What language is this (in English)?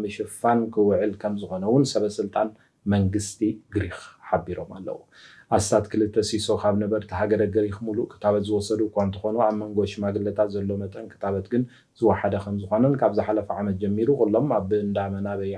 Tigrinya